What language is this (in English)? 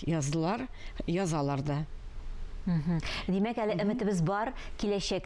Tatar